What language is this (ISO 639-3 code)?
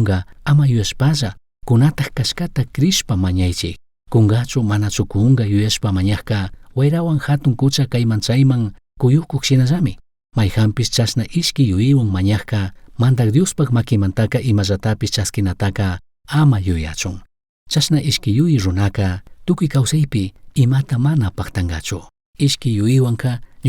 qug